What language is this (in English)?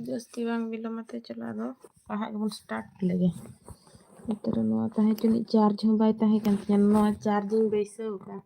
Santali